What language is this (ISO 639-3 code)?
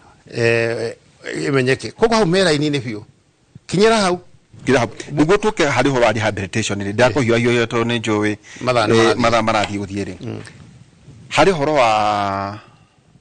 kik